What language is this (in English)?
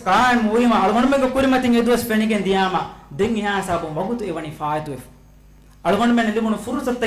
Divehi